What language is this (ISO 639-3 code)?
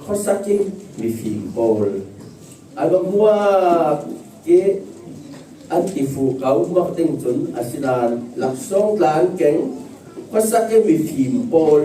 cfm